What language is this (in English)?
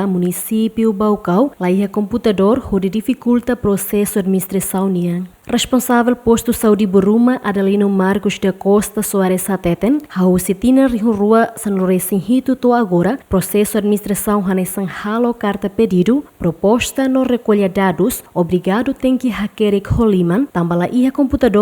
Tetum